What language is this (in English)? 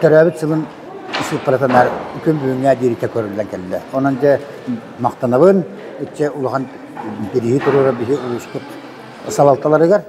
Yakut